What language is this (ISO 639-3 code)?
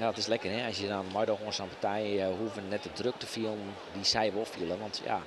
fry